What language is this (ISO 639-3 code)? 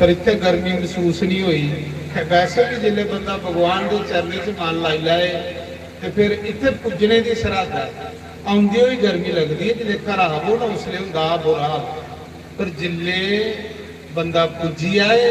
doi